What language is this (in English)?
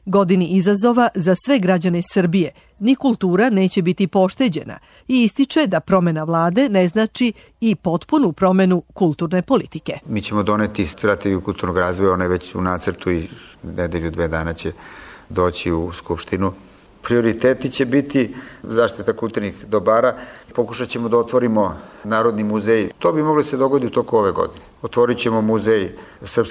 Serbian